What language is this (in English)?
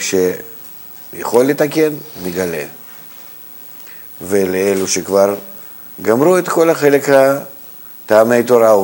Hebrew